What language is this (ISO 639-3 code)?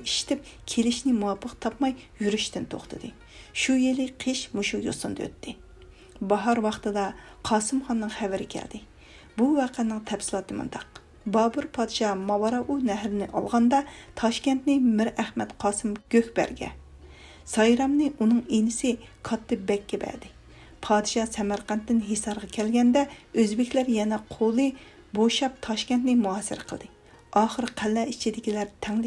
uig